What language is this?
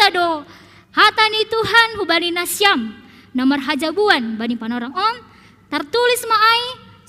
Batak Simalungun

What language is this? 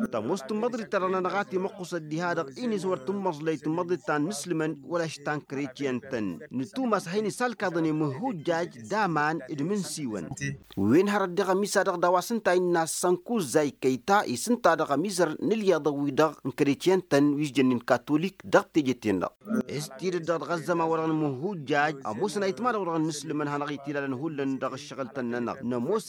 Tamasheq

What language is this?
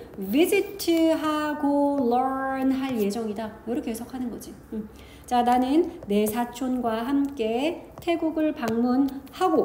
Korean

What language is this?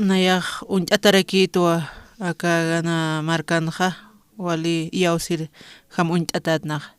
Aymara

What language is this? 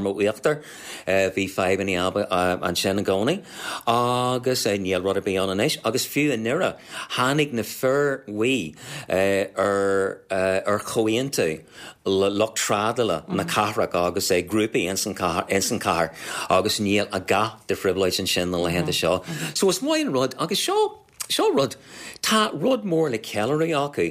Irish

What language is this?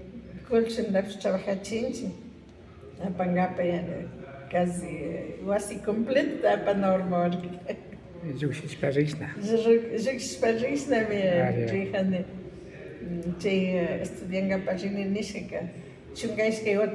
Imbabura Highland Quichua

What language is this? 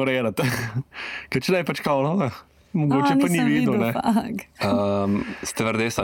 Slovenian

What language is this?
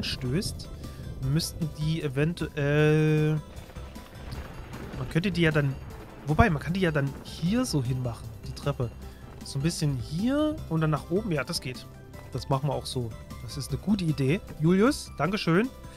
German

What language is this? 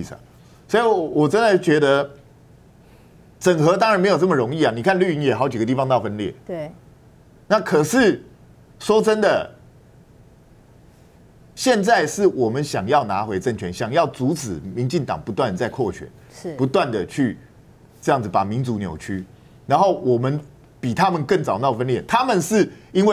Chinese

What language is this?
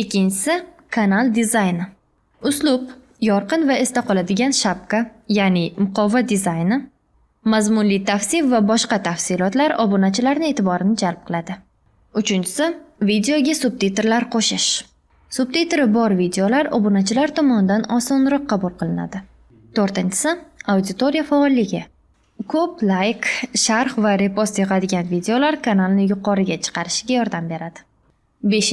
Uzbek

